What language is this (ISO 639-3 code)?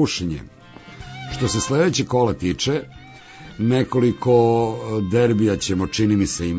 srp